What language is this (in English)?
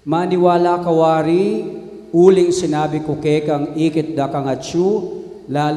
Pampanga